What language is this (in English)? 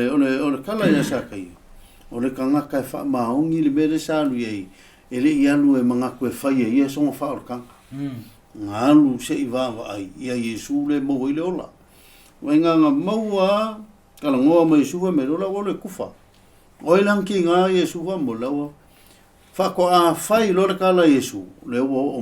Samoan